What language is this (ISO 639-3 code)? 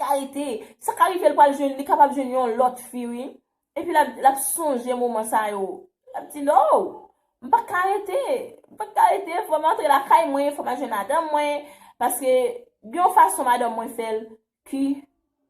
hat